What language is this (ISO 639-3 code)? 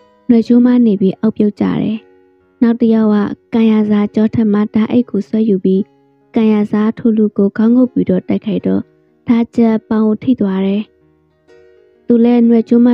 mya